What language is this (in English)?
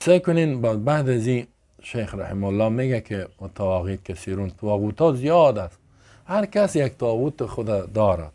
Persian